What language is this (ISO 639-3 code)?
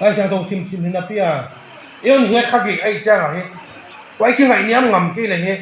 ctd